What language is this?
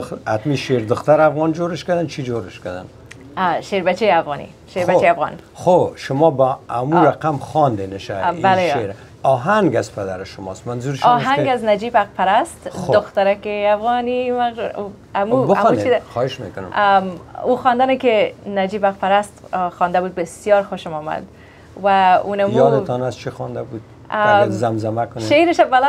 Persian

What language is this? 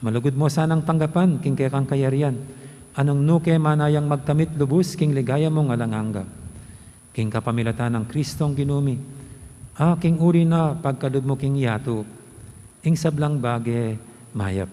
Pampanga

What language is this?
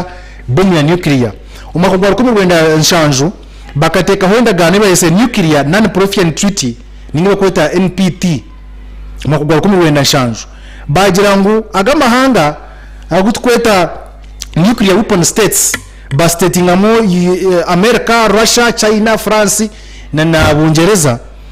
Nyankole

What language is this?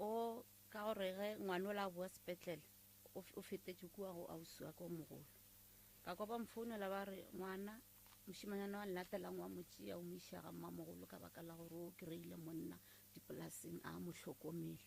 Northern Sotho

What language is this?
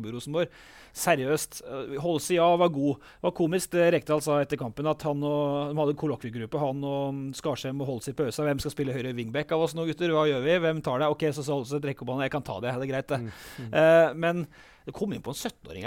Norwegian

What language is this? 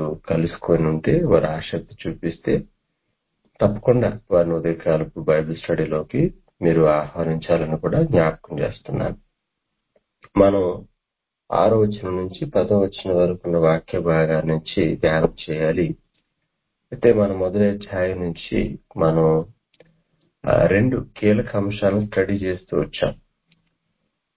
Telugu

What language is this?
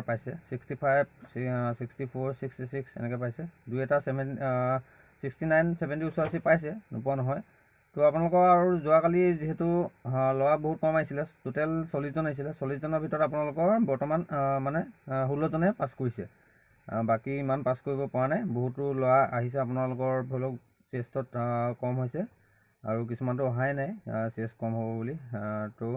Assamese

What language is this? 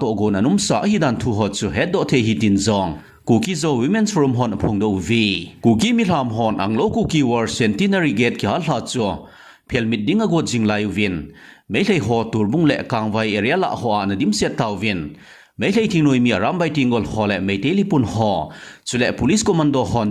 Thado Chin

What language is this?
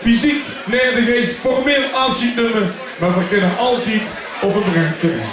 Limburgish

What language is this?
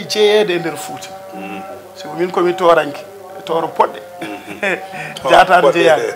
Fula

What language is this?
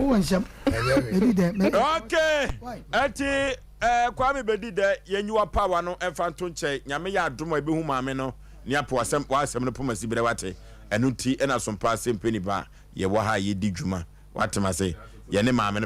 Akan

